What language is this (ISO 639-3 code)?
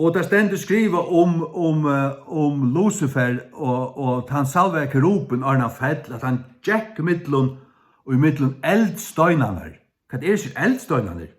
fao